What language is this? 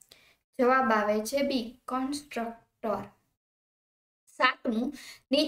Gujarati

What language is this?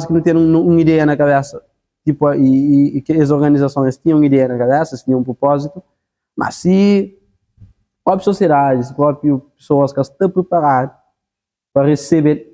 Kabuverdianu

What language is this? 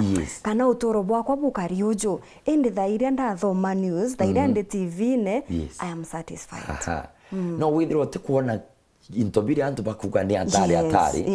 Meru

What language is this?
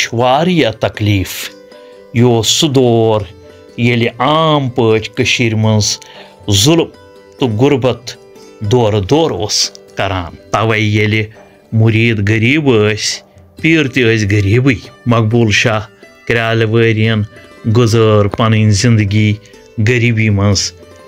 Kashmiri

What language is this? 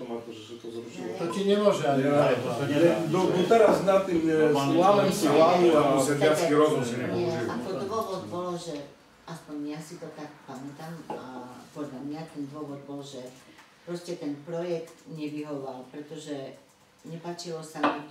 Slovak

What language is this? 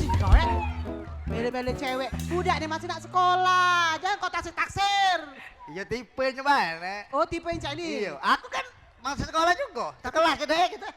Musi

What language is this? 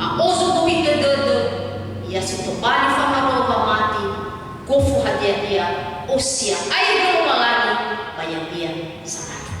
Nias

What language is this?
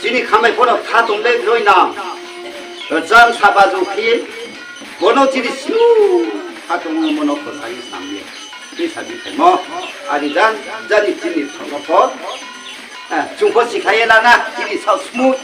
Riang (India)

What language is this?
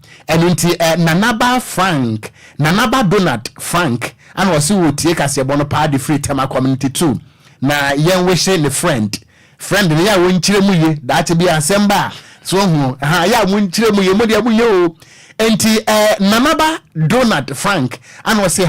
Akan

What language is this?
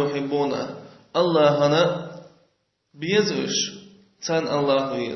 Chechen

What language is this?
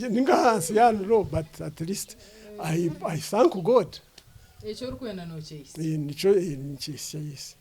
Nyankole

